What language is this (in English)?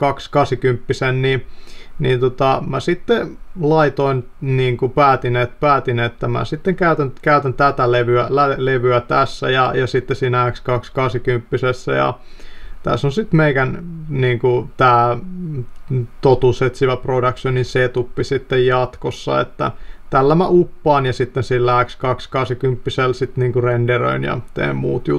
Finnish